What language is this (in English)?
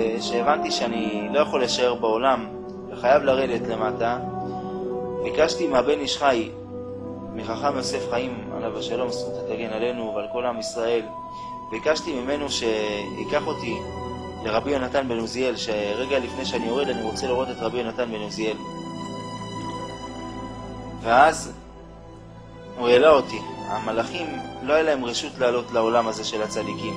Hebrew